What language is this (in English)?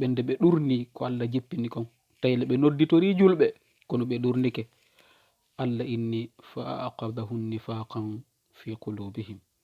Fula